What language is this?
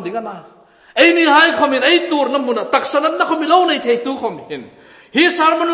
Hmar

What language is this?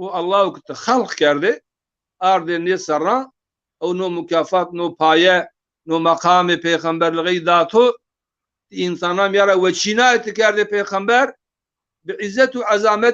Zaza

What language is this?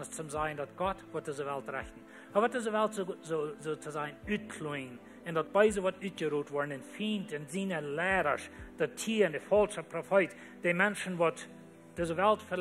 Plautdietsch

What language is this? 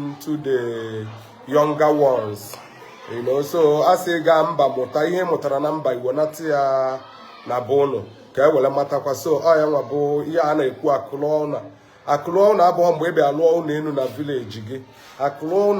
Igbo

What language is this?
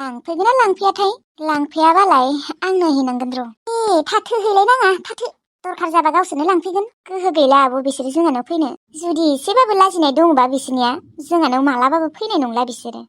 Bodo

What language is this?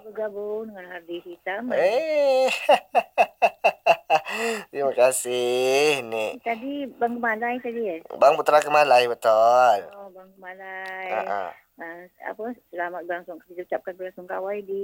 Malay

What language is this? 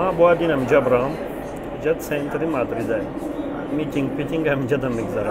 Tajik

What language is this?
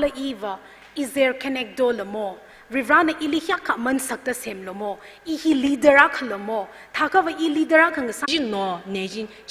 Tangkhul Naga (India)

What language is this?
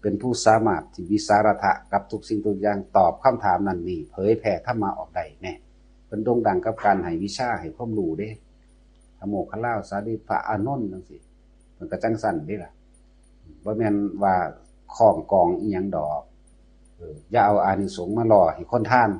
Northeastern Thai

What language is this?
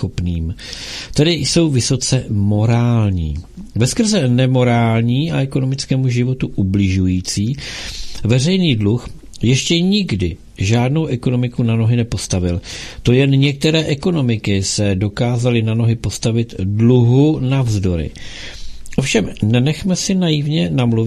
Czech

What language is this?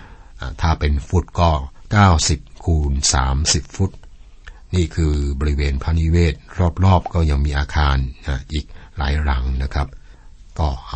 Thai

